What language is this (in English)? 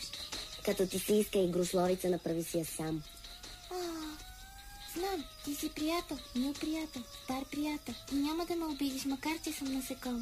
Bulgarian